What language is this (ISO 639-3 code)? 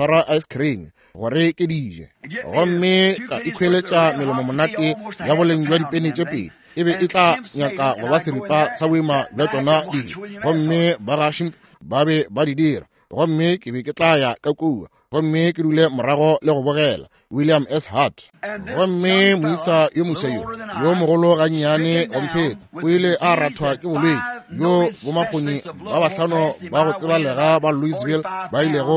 nso